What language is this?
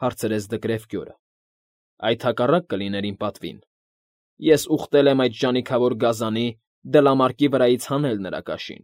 Armenian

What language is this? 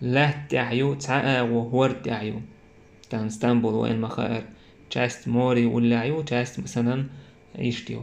Chechen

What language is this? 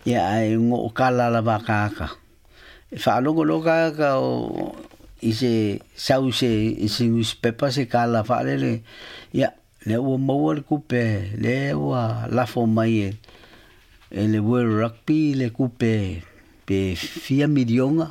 Samoan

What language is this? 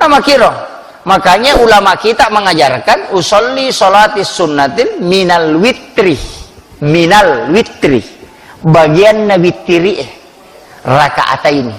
Buginese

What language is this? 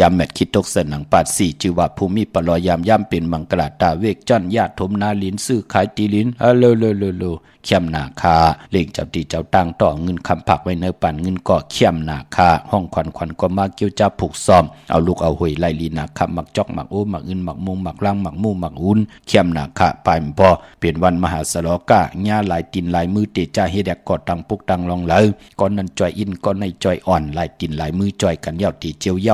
Shan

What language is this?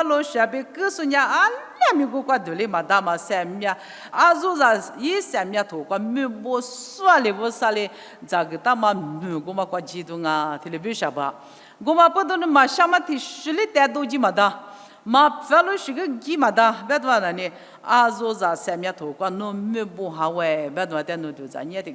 Lisu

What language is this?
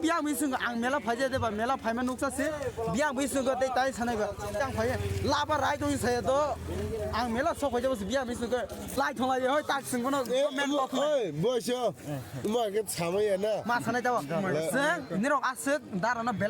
Kok Borok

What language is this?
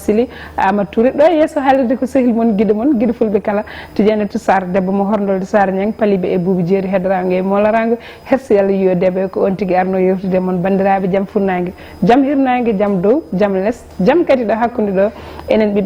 Fula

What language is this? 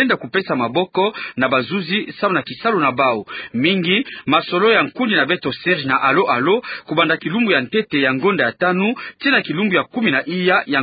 Kituba (Democratic Republic of Congo)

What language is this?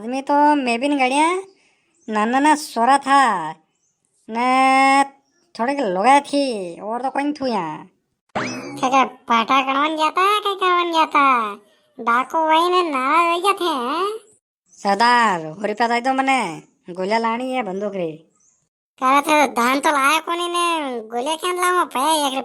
Rajasthani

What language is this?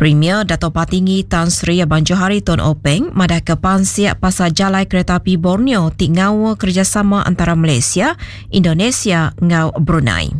Iban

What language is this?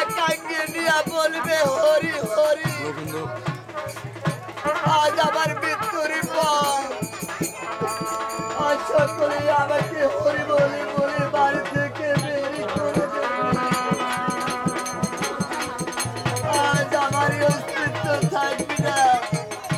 Bangla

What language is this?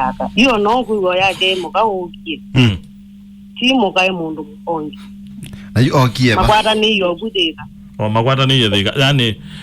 Kamba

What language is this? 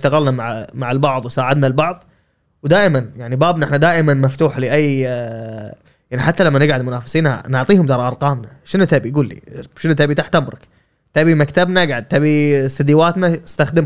Gulf Arabic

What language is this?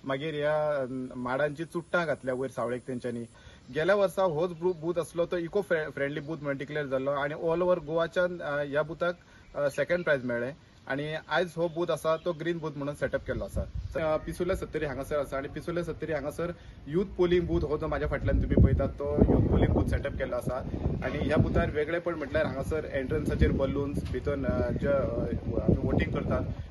Konkani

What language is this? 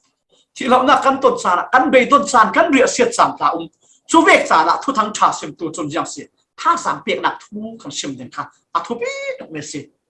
Falam Chin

